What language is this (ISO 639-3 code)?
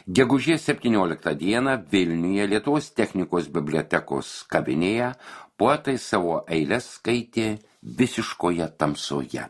lit